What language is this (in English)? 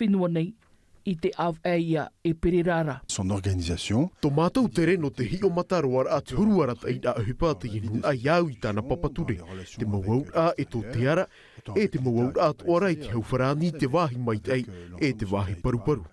Tahitian